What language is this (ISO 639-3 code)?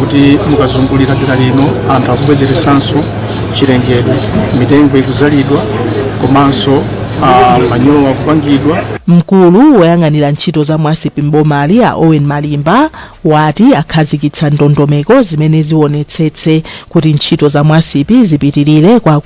nya